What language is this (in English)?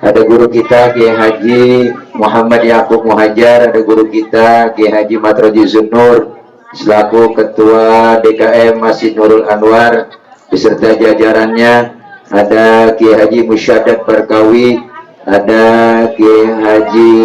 Betawi